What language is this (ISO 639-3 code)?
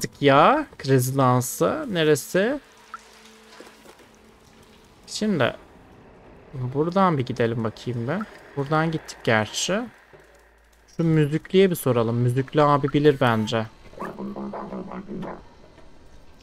tur